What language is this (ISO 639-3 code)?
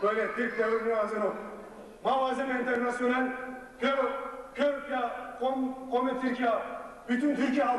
zza